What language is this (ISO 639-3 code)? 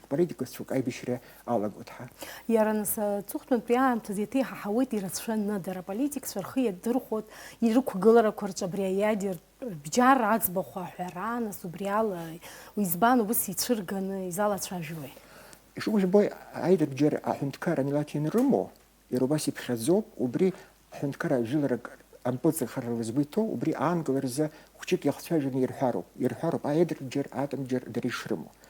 abk